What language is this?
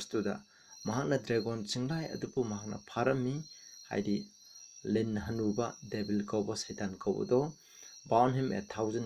Manipuri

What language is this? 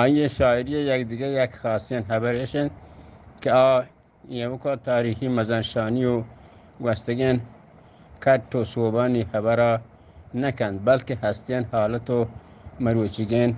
Eastern Balochi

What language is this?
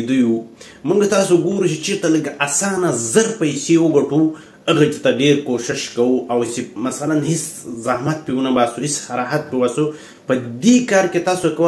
Pashto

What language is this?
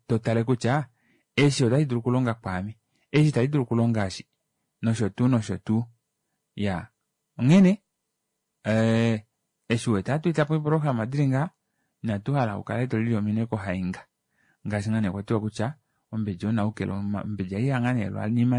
Kuanyama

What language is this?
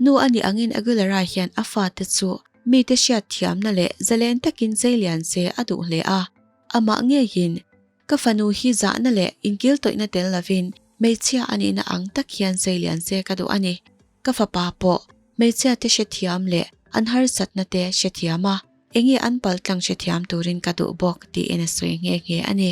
Mizo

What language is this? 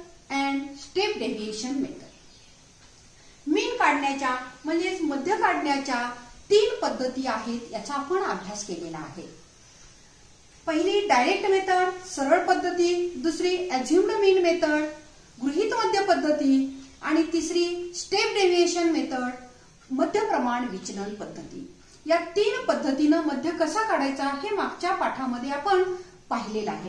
Marathi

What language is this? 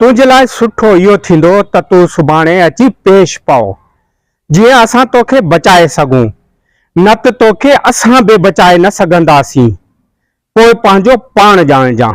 Sindhi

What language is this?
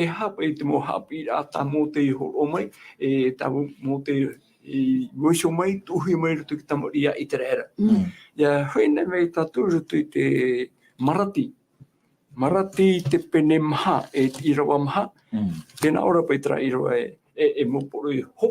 Tahitian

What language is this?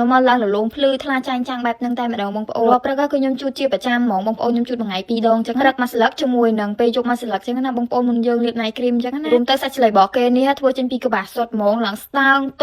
Khmer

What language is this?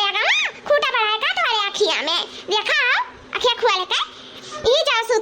Awadhi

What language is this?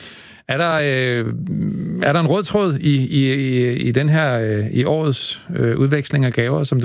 Danish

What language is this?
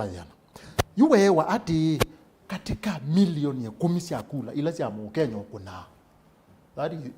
Kamba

